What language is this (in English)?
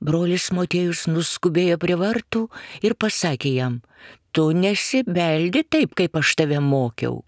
Lithuanian